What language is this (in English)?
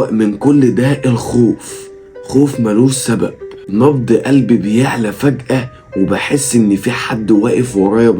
Egyptian Arabic